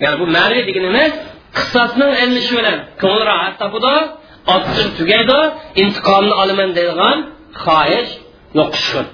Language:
Uyghur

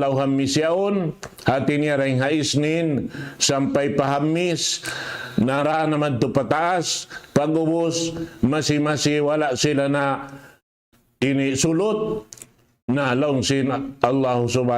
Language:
Tausug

